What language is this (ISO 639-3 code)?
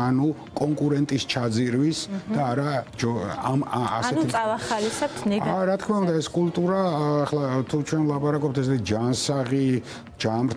kat